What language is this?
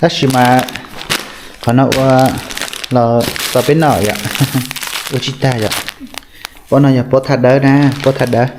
Hmong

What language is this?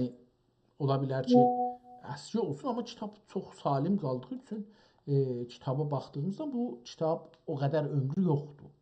South Azerbaijani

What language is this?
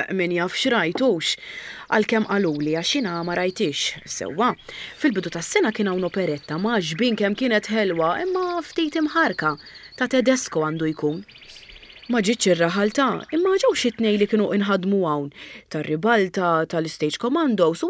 Maltese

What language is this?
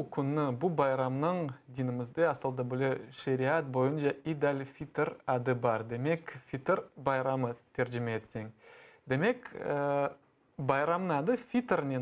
Crimean Tatar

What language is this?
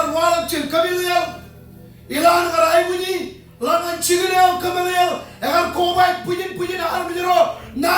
Marshallese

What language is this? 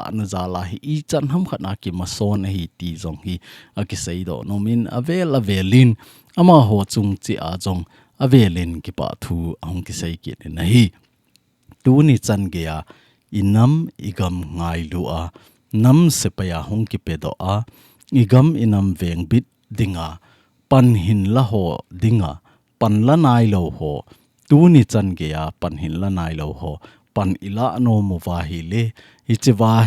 Thado Chin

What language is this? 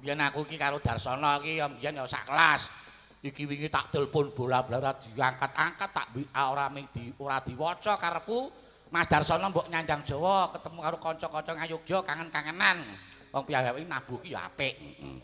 Javanese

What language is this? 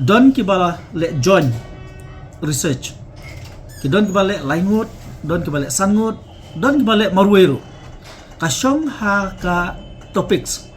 Khasi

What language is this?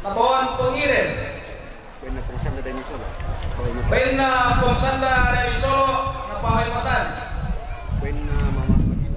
Toraja-Sa'dan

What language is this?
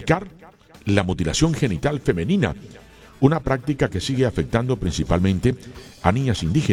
Spanish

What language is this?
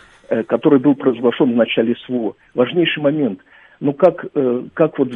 Russian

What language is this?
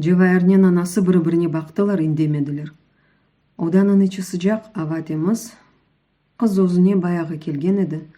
Crimean Tatar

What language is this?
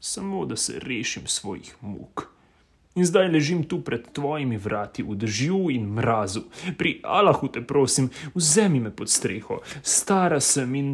Slovenian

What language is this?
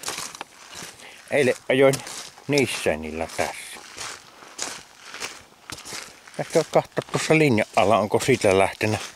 Finnish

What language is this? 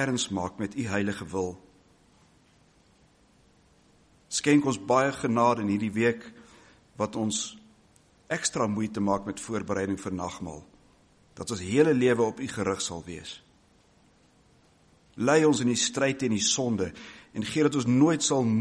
Afrikaans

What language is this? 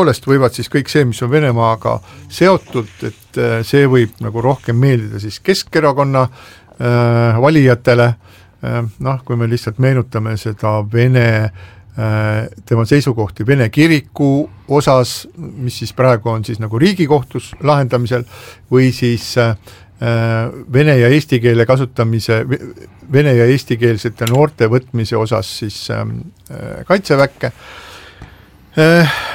Estonian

